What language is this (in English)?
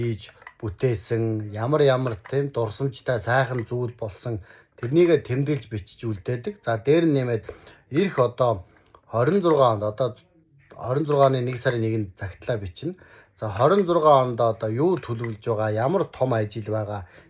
Mongolian